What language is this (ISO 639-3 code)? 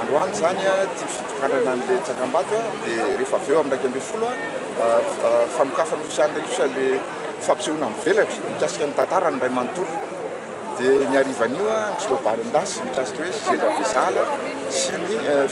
mlg